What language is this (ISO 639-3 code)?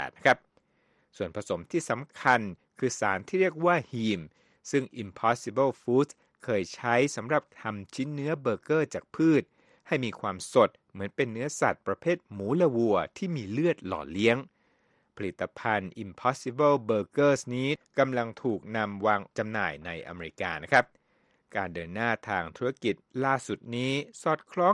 tha